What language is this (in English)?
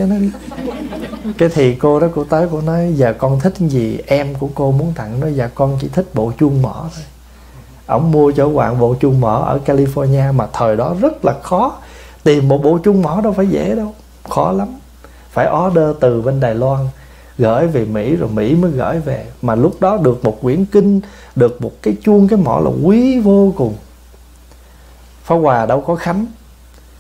Vietnamese